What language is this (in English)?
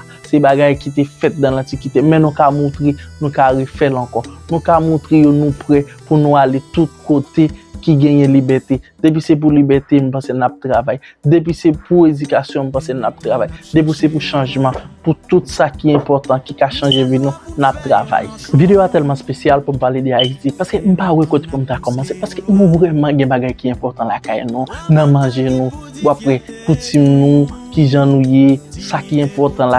Haitian Creole